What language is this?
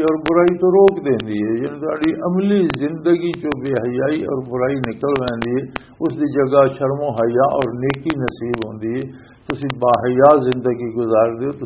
Western Panjabi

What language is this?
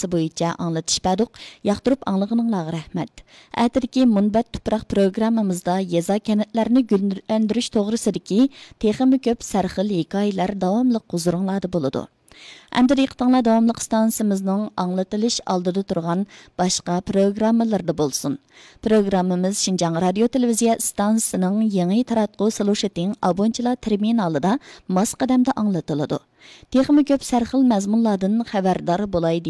Uyghur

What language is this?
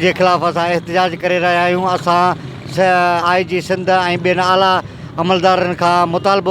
Sindhi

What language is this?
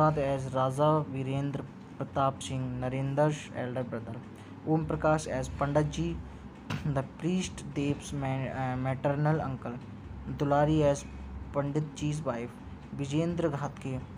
English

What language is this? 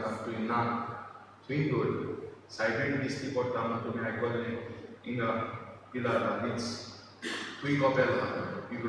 Konkani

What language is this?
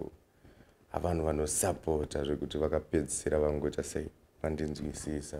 Shona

